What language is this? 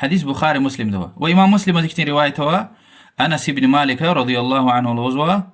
Lezghian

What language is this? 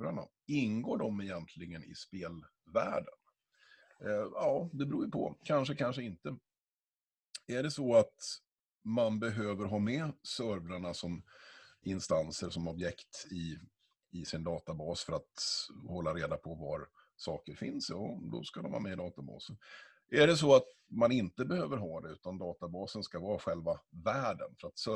Swedish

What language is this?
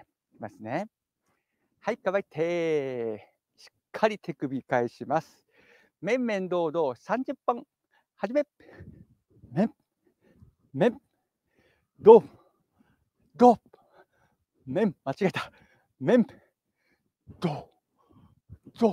Japanese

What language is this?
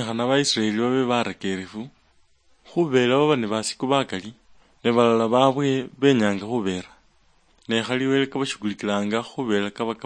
Luyia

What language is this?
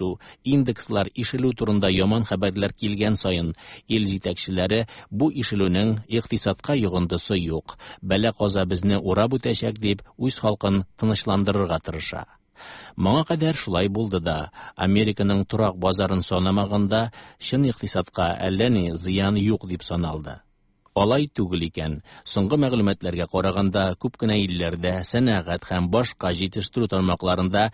Tatar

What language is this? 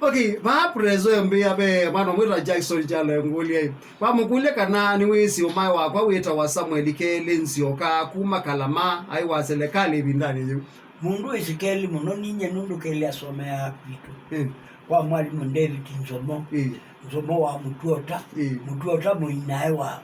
Kamba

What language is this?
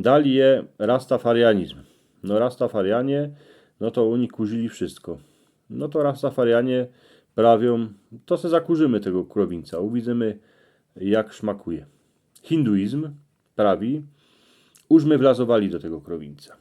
Silesian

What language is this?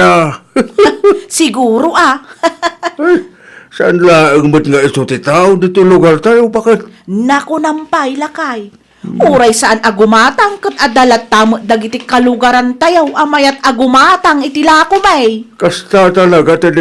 Iloko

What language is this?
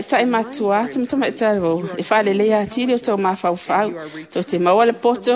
Samoan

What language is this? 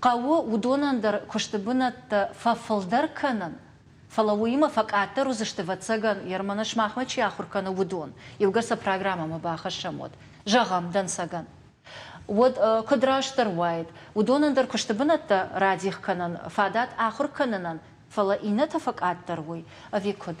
Ossetic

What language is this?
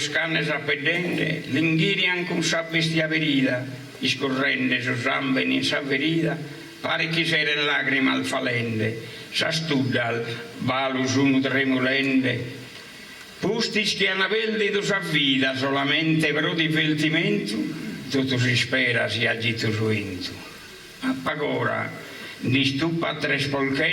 Sardinian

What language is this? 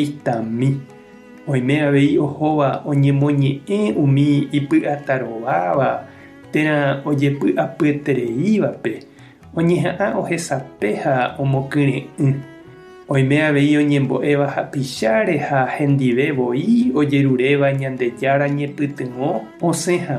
Guarani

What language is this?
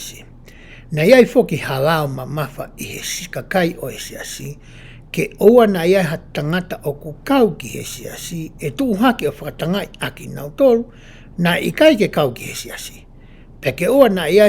Tongan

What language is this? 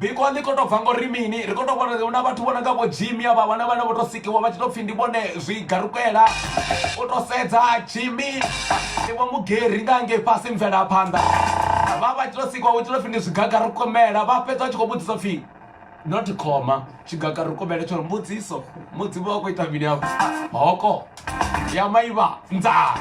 Venda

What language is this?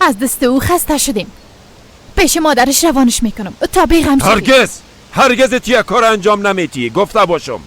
Persian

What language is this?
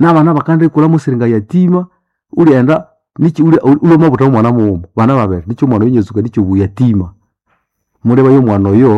Nande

